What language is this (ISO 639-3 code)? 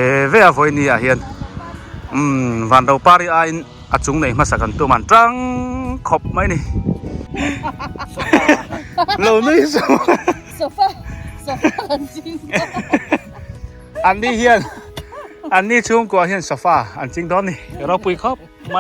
biu